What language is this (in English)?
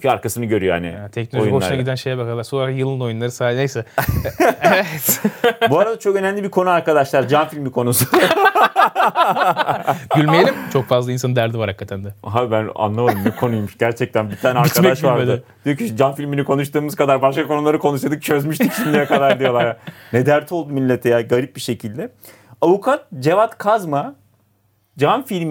Turkish